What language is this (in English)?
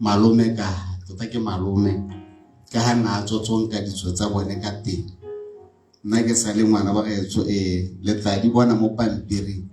Tswana